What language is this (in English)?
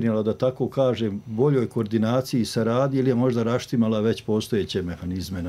Bosnian